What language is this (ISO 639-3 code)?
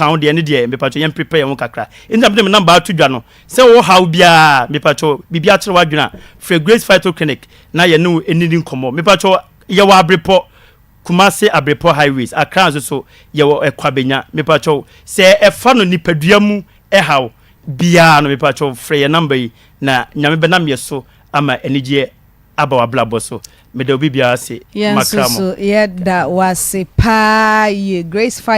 aka